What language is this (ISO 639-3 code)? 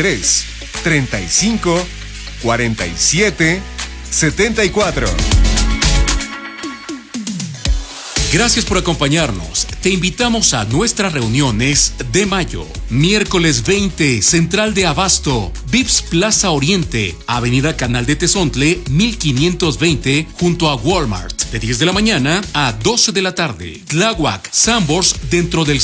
spa